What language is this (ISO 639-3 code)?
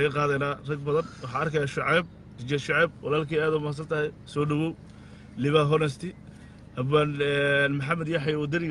som